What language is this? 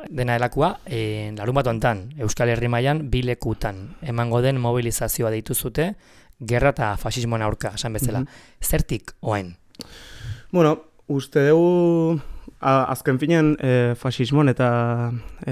Basque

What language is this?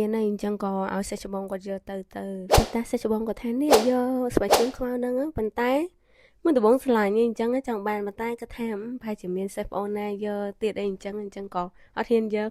Khmer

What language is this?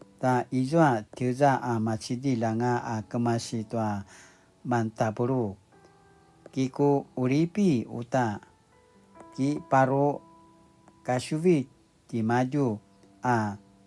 Paiwan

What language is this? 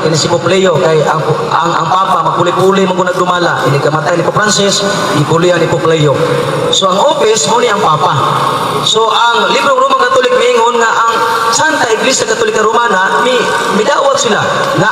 Cebuano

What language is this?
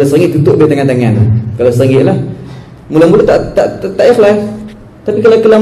Malay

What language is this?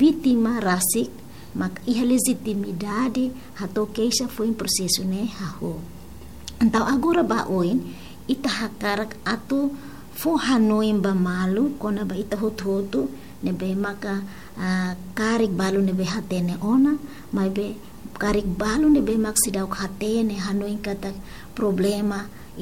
Tetum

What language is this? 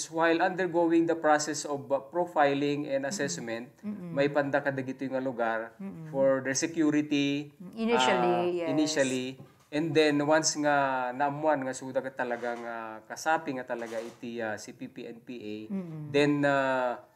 Iloko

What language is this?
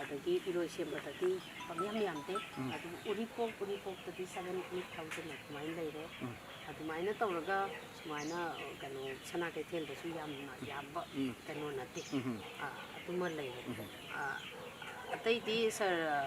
Manipuri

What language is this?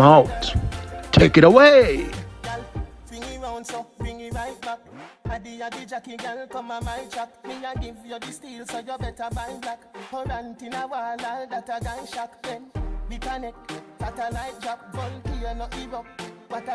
Jamaican Creole English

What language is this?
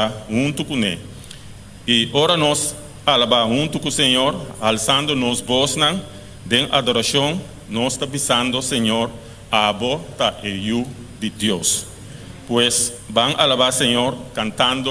Papiamento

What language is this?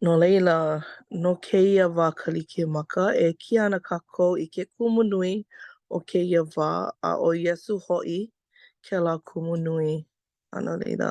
Hawaiian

